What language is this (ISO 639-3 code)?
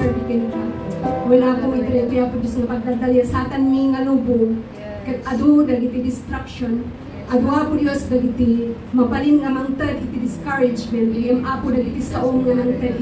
ilo